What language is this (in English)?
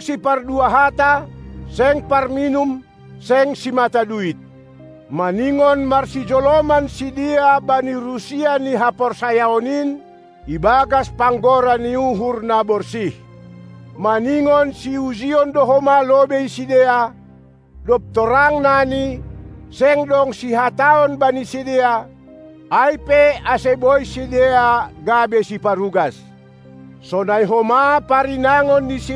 Batak Simalungun